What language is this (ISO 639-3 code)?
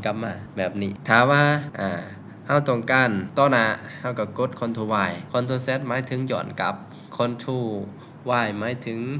lao